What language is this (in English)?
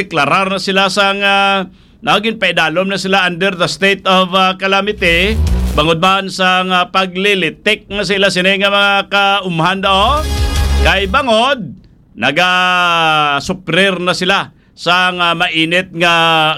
Hiligaynon